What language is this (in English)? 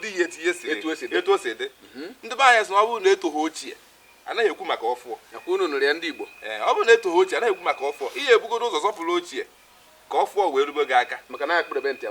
Igbo